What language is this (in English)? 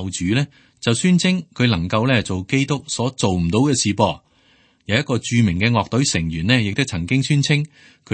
Cantonese